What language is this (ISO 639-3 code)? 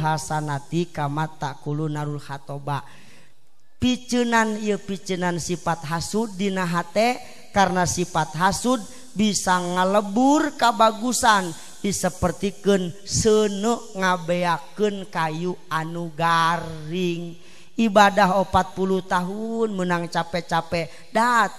sun